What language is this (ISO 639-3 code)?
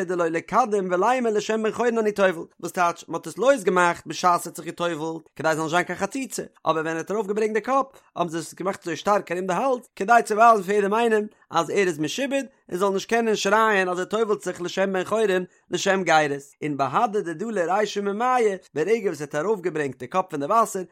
yid